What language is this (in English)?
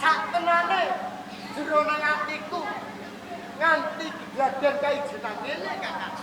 Javanese